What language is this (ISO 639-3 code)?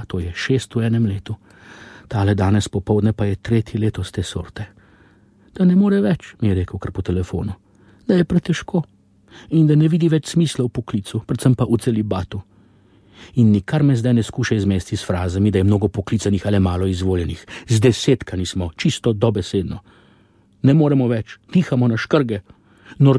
slv